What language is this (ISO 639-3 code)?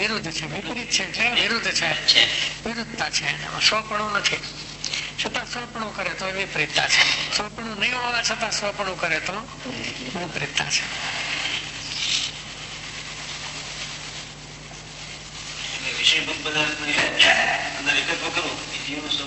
guj